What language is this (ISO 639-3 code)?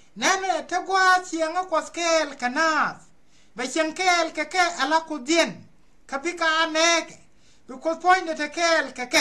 nus